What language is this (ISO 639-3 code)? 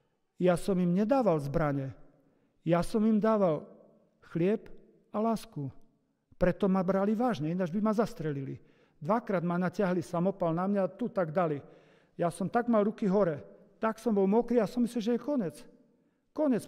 slk